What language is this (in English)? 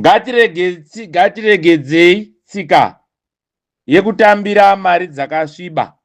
Shona